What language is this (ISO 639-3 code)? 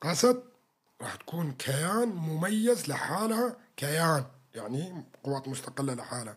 apc